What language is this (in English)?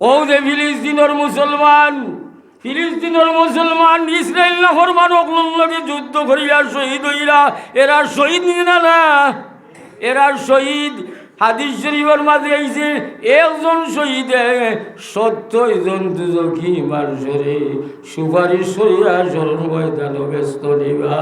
Sylheti